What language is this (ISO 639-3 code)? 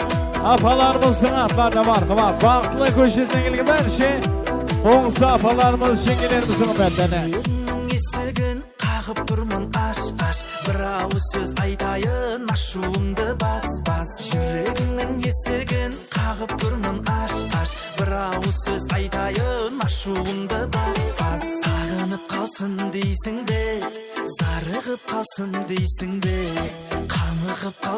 kaa